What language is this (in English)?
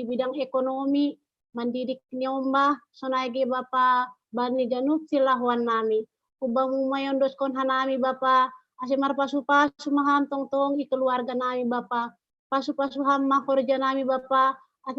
Batak Simalungun